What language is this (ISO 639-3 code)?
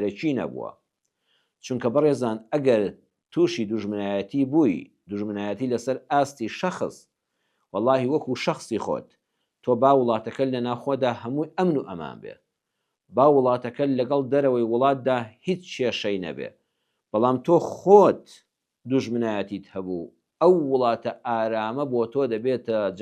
ckb